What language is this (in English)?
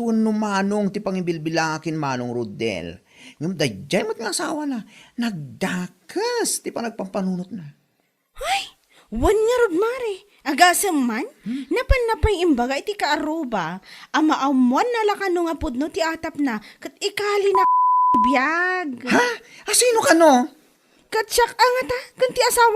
Iloko